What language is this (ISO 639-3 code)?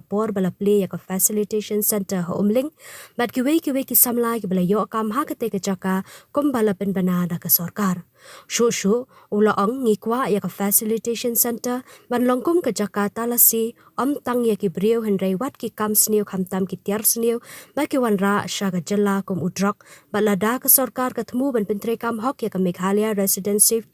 kha